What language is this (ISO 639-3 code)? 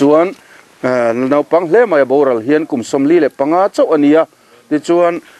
lus